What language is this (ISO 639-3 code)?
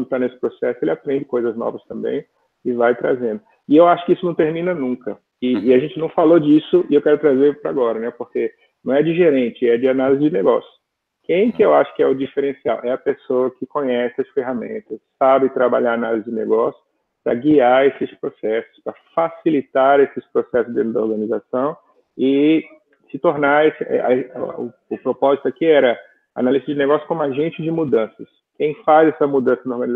por